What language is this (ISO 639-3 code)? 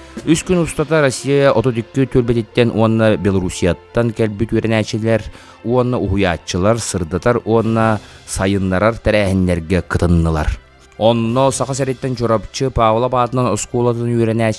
sah